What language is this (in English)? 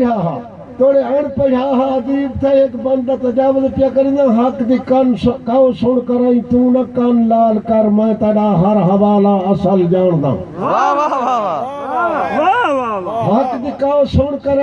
Saraiki